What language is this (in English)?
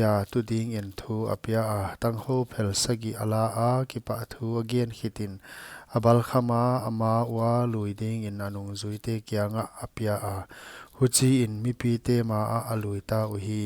Paite Chin